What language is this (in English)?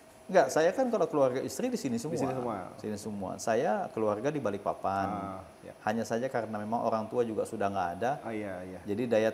Indonesian